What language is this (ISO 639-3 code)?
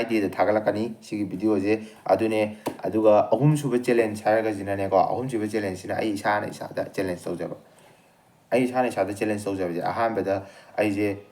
mni